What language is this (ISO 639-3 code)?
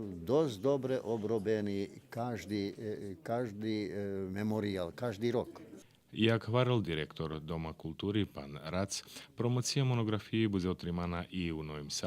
rue